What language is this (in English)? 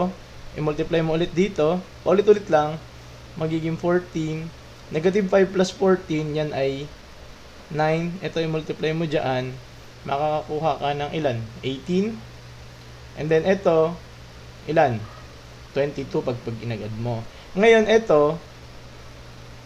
Filipino